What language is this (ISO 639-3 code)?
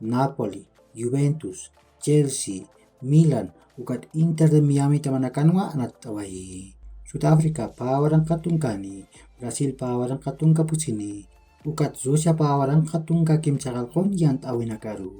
aym